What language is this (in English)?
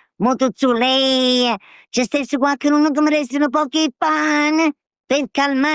Neapolitan